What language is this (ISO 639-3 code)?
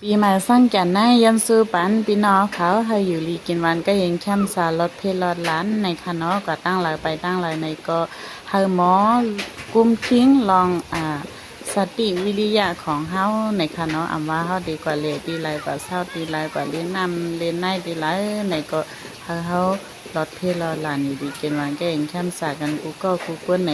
shn